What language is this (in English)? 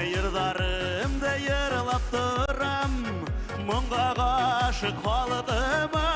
Bashkir